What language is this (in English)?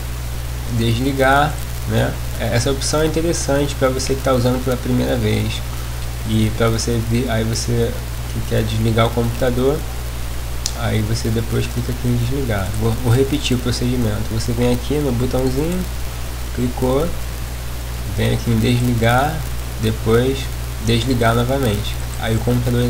Portuguese